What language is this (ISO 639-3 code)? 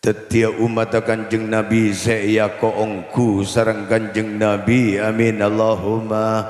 mad